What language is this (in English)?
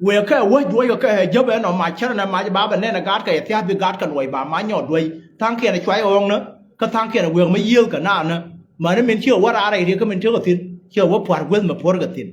Nuer